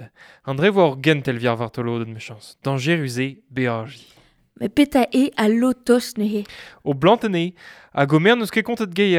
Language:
Breton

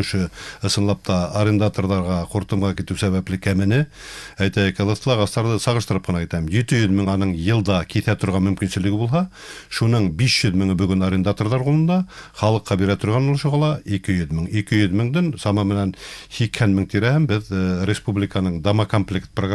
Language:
Bashkir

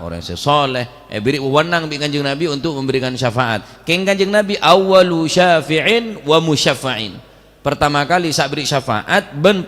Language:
Madurese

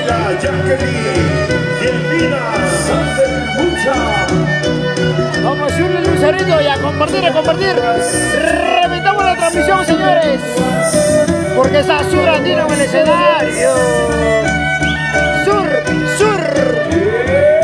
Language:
Spanish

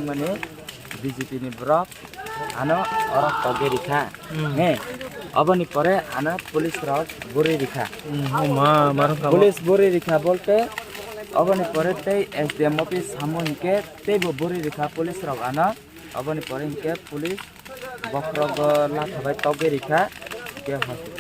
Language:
Kok Borok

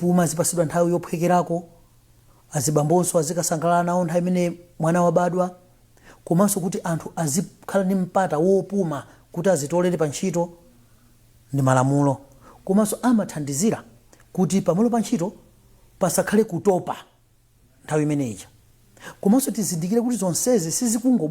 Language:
Nyanja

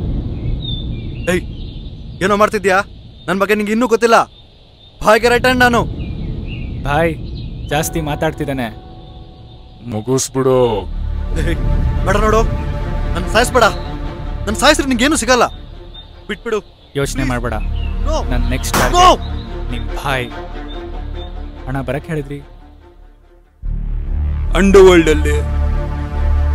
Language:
Kannada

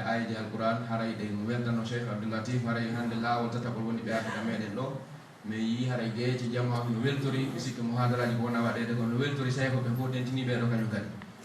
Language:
Pular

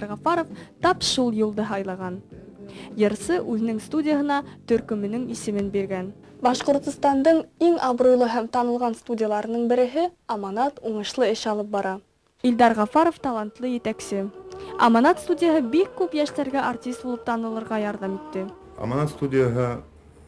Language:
Bashkir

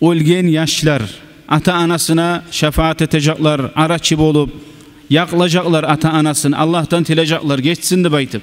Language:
Kumyk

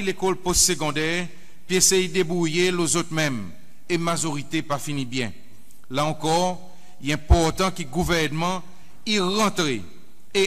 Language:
Seselwa Creole French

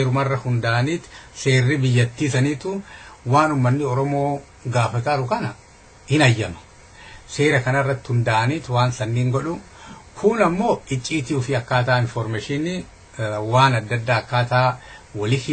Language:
Oromo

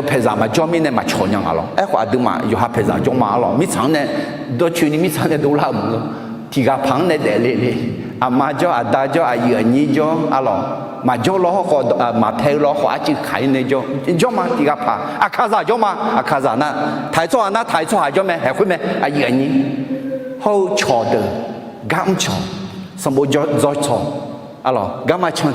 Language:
Akha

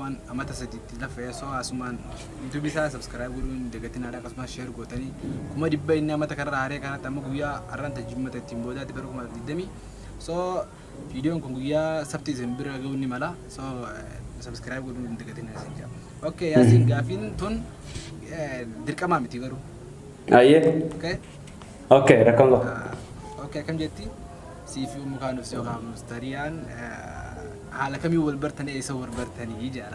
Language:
Oromo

